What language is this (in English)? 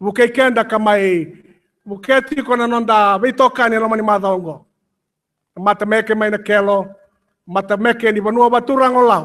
Fijian